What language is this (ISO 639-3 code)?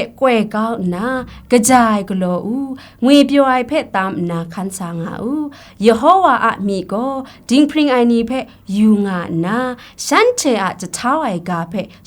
kac